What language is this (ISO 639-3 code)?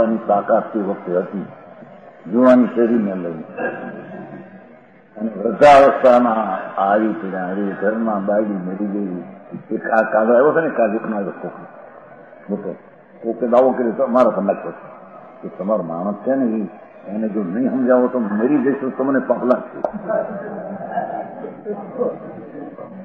guj